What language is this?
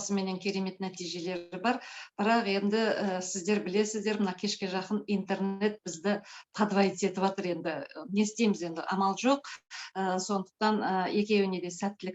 Kazakh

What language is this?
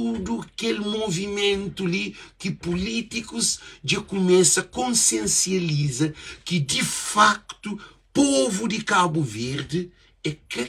Kabuverdianu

